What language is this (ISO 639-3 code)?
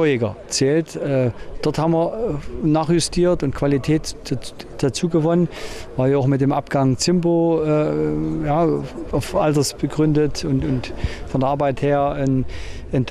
deu